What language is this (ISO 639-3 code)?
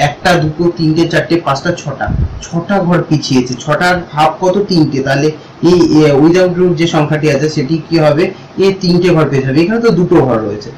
ben